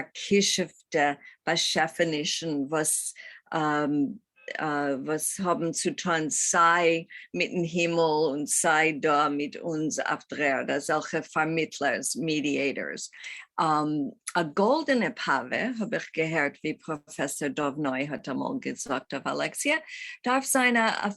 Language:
Yiddish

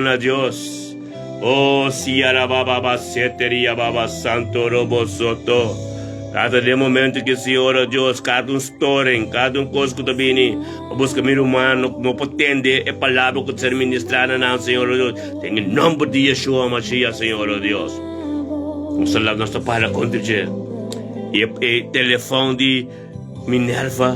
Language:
Papiamento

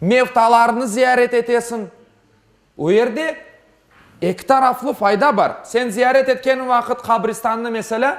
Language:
Crimean Tatar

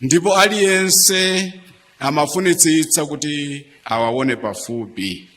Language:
Nyanja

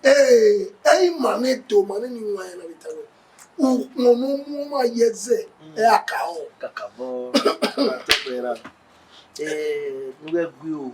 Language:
Bini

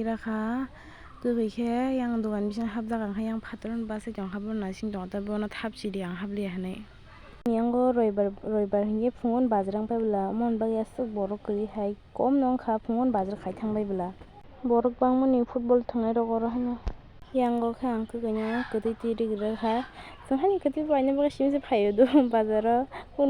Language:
Kok Borok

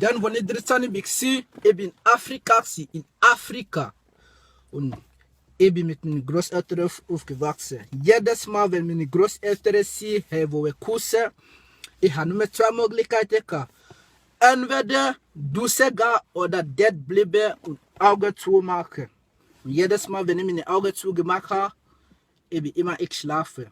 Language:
Swiss German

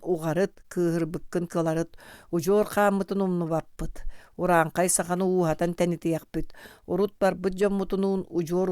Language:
Yakut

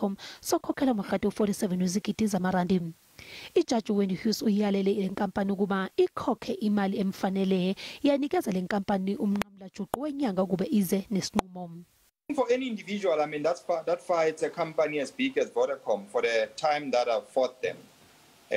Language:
Zulu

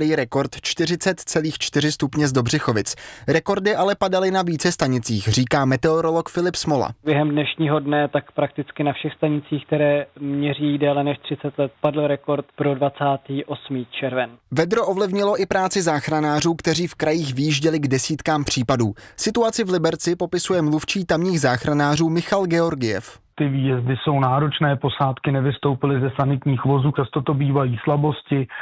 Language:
Czech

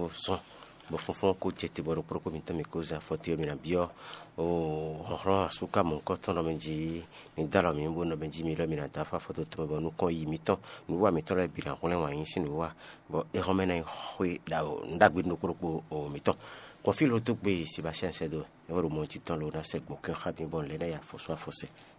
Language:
Fon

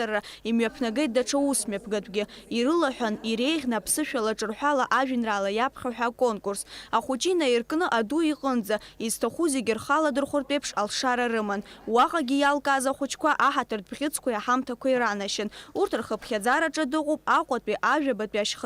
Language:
Abkhazian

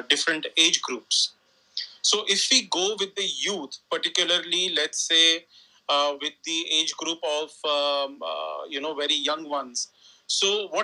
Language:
English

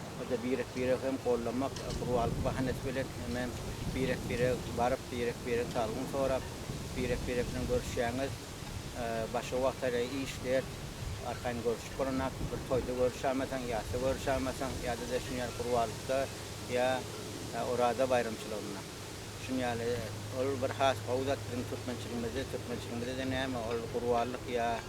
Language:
Turkmen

